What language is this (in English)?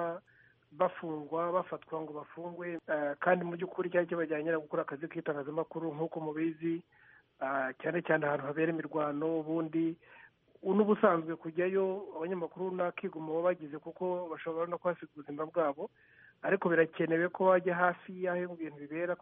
Kinyarwanda